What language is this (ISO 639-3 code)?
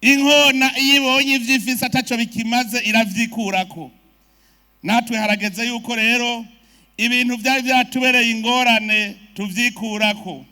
run